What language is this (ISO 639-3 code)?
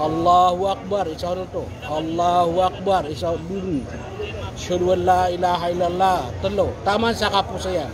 mrw